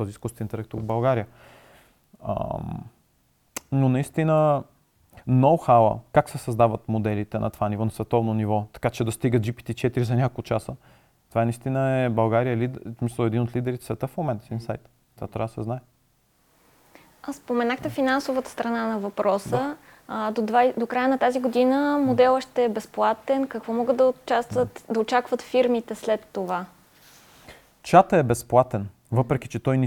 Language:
Bulgarian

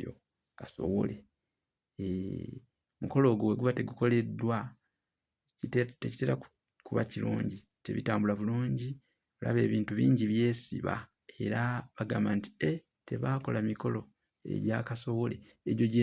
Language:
Ganda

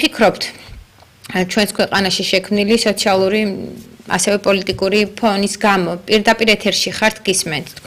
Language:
Georgian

